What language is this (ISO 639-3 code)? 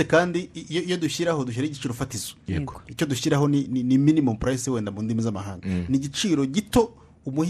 kin